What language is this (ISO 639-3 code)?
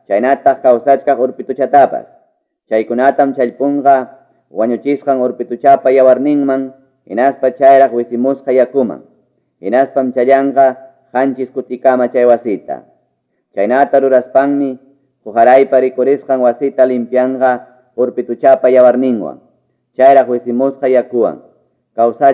que